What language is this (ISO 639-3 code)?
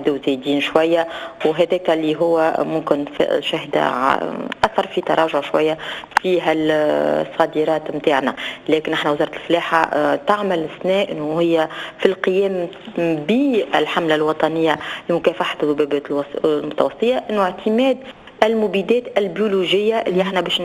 aeb